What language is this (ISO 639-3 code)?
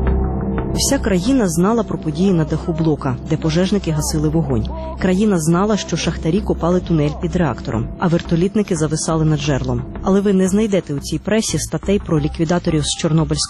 ukr